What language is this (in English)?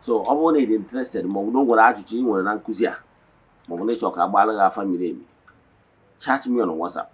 Igbo